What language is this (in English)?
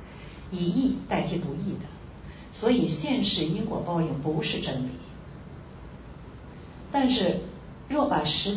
Chinese